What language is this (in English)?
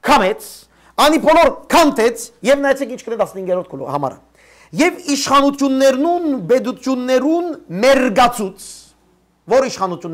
Western Armenian